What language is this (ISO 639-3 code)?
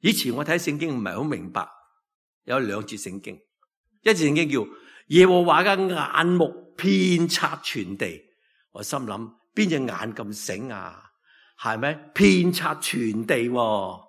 yue